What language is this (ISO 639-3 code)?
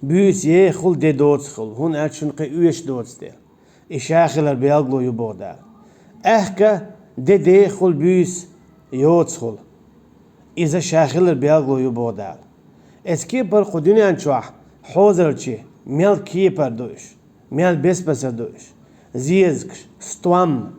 che